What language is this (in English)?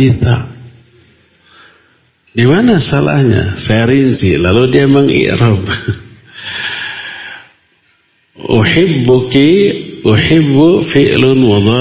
Indonesian